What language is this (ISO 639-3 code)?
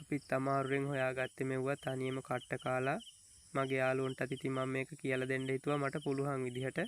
sin